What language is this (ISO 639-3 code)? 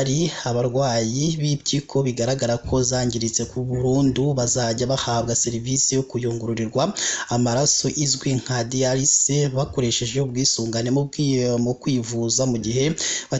kin